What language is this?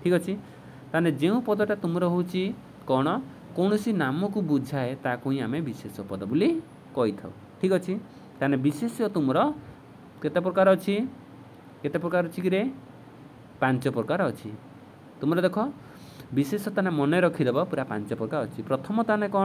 Odia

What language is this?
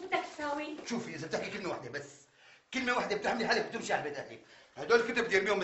North Levantine Arabic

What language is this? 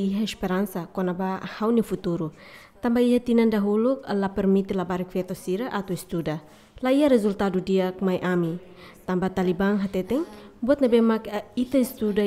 Tetum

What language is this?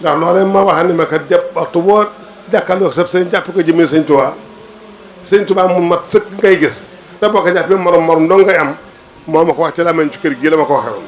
Wolof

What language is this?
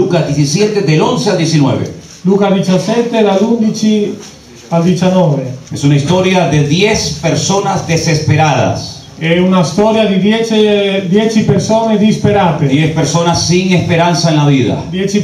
Spanish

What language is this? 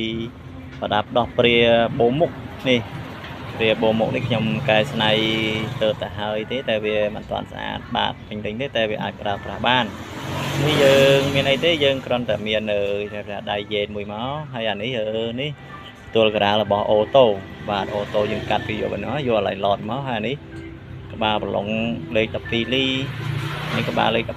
Khmer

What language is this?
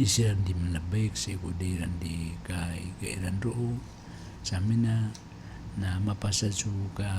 Maranao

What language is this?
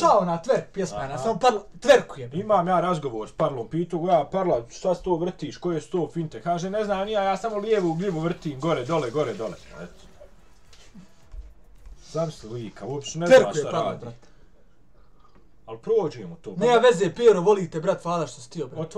Bosnian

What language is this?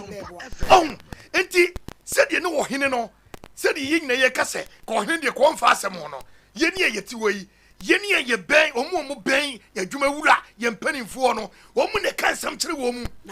Akan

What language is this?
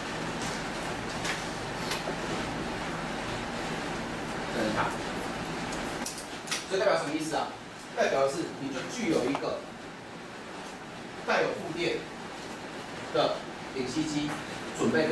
Chinese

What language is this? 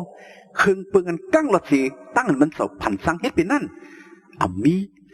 Shan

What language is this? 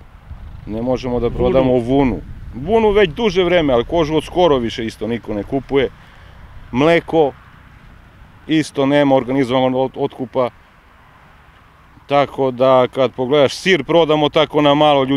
Serbian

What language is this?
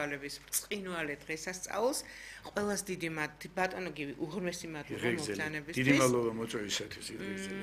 Georgian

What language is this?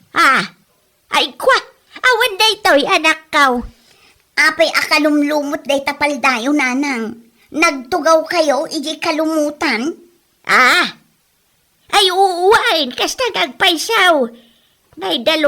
Iloko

